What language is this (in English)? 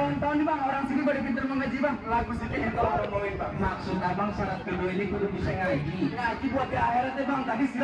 Betawi